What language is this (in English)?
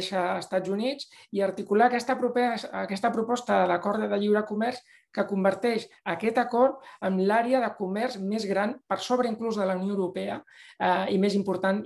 Catalan